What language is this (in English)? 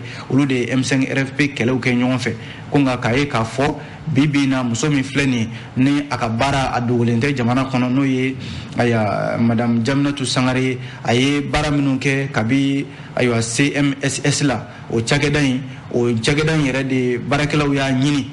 Bambara